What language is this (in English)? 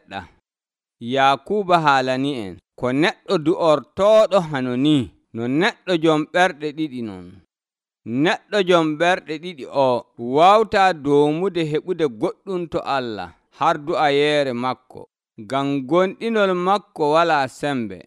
Nigerian Fulfulde